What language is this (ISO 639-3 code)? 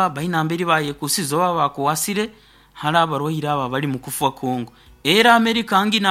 nyo